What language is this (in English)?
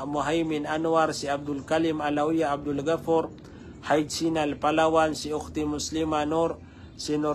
Maranao